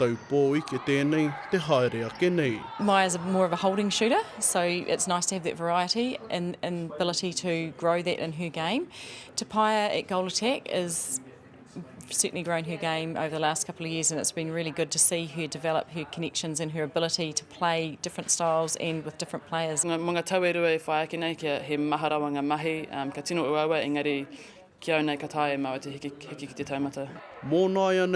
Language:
Māori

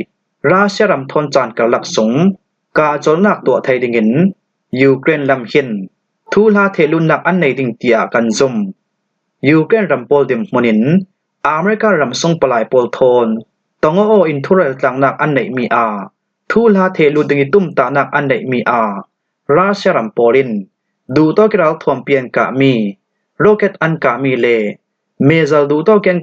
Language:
Falam Chin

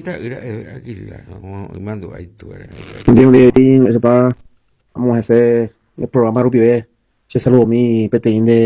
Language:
Guarani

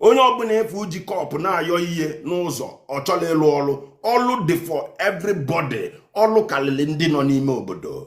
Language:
Igbo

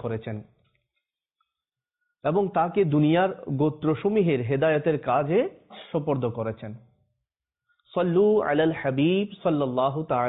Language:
Bangla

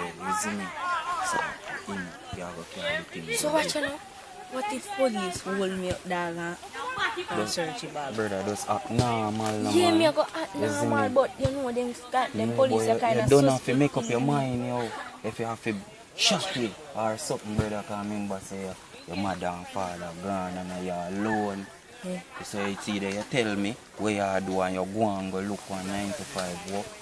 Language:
Jamaican Creole English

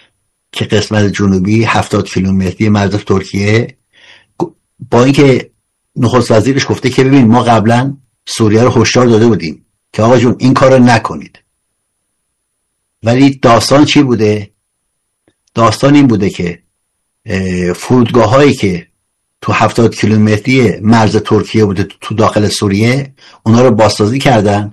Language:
Persian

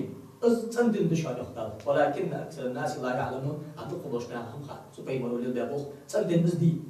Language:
Ingush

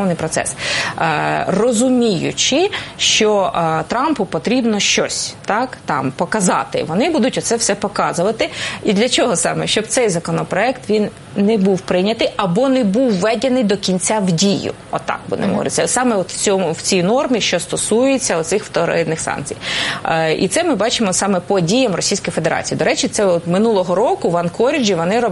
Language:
Ukrainian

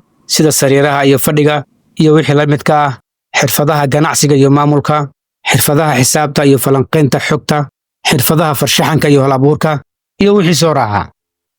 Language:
Somali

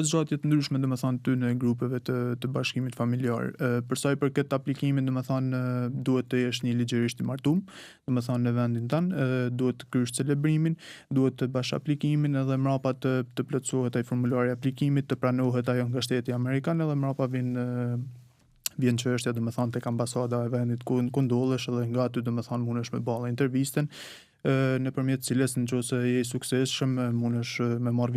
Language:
Albanian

